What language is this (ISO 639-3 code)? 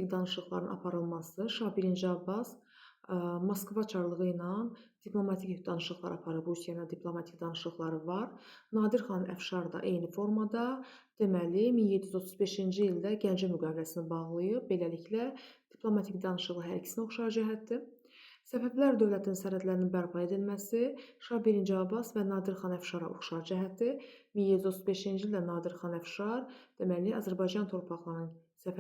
aze